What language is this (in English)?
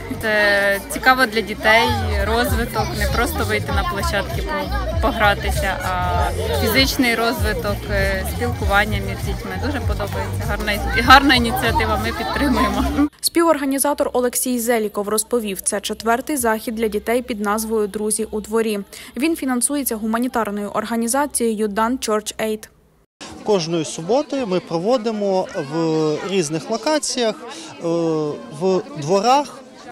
Ukrainian